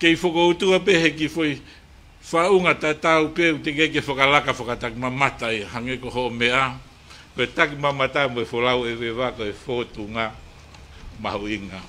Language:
Tongan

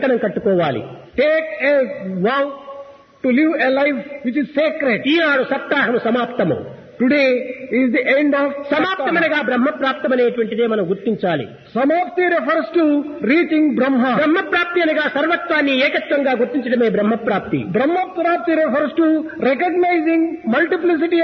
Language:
Telugu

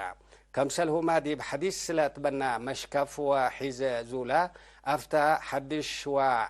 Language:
Tigre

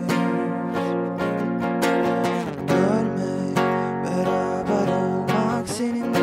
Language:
Turkish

